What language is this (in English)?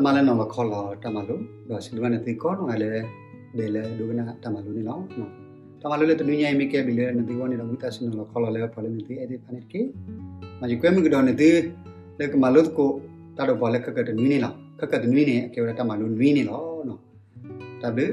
S'gaw Karen